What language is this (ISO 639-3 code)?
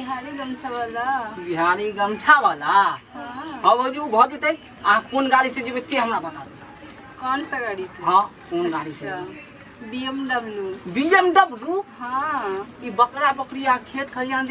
mai